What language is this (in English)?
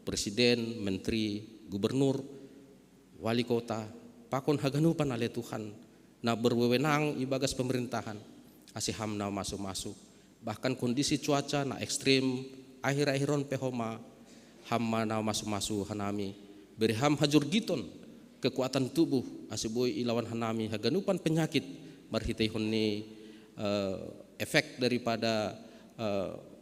Batak Simalungun